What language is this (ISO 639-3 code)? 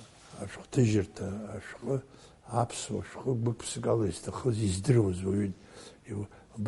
abk